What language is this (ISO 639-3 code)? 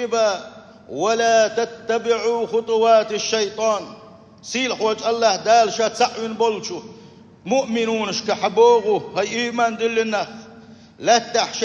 che